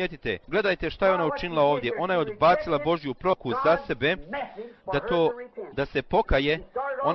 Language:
Bosnian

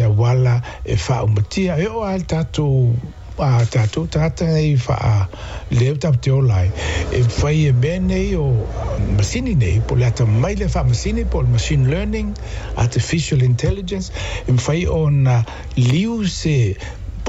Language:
Samoan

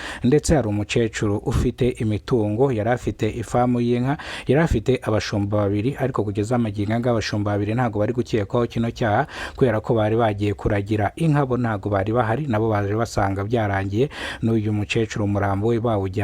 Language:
Kinyarwanda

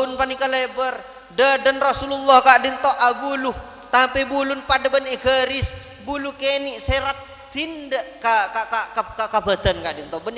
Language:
Madurese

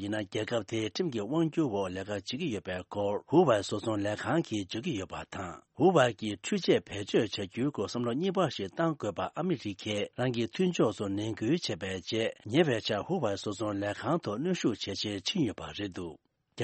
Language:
Tibetan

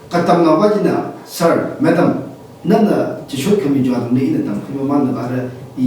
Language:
Tangkhul Naga (India)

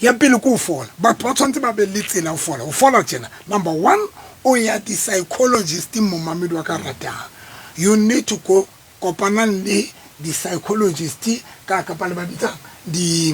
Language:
Southern Sotho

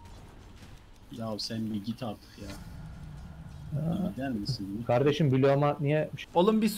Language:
Turkish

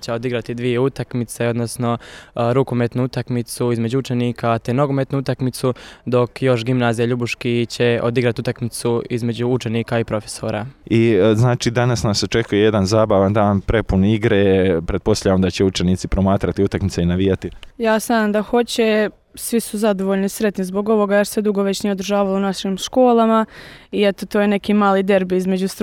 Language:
Croatian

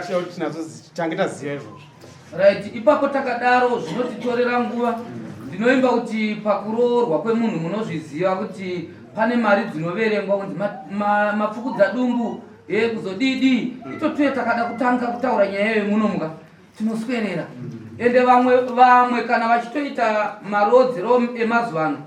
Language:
Shona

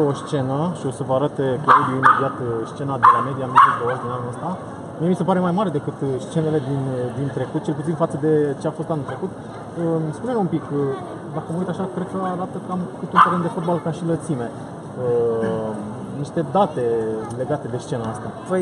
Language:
Romanian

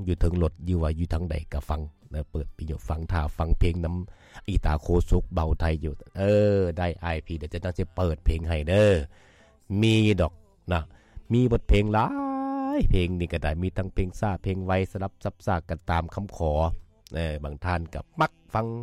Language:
Lao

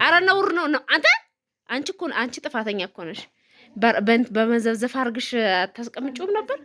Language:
Amharic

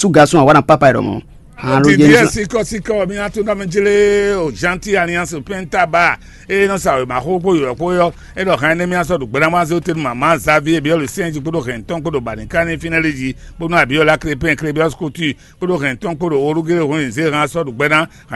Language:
Fon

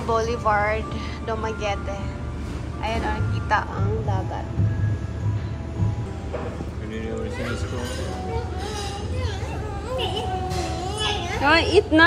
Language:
Filipino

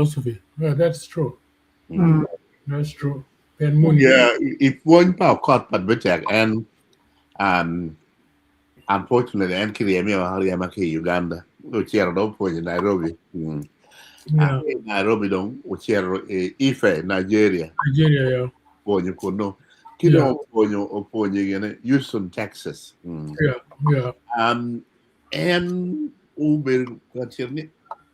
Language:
Acoli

